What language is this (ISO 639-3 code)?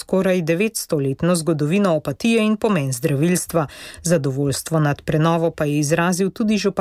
slv